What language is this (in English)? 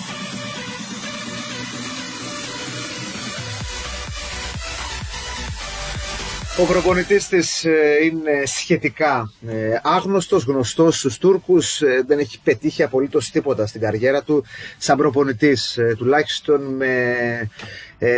Greek